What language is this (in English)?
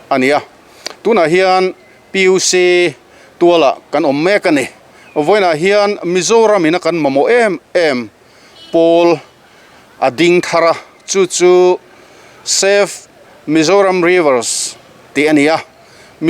Mizo